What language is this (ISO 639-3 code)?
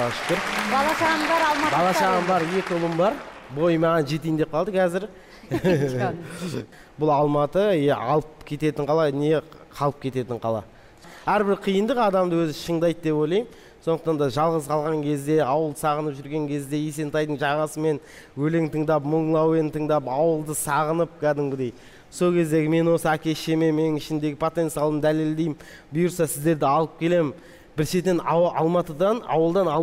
kaz